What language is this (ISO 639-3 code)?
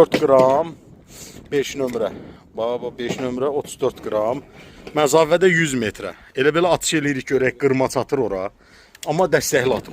aze